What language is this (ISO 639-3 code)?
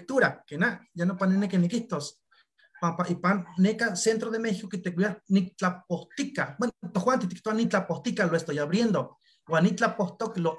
nhe